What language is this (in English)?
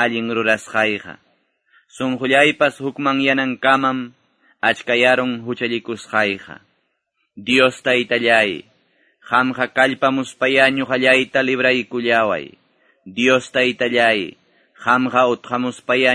Quechua